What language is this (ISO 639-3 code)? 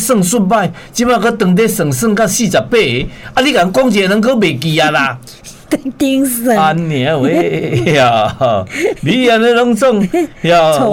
nan